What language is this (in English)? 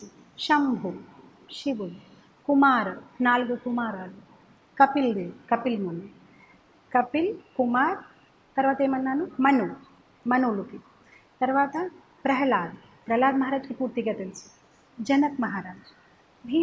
Telugu